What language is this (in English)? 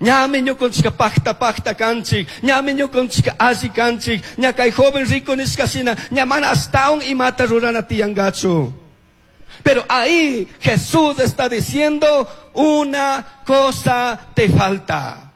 Chimborazo Highland Quichua